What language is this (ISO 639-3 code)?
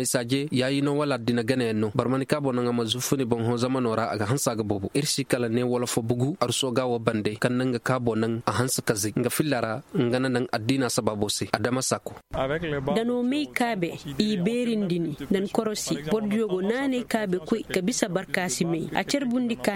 ses